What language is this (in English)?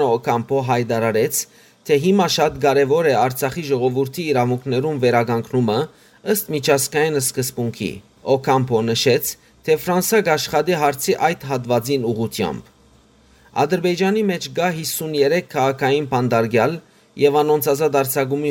Western Armenian